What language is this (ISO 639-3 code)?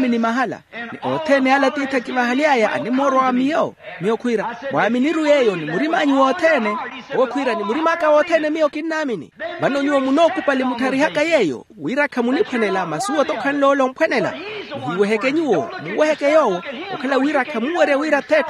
vmw